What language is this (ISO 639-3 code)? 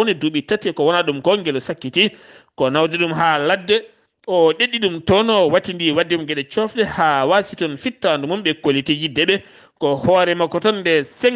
ful